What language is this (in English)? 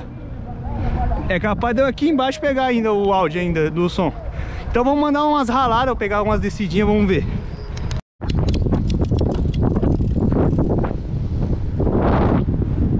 Portuguese